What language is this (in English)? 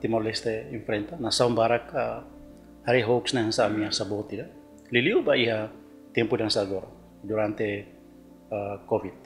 Tetum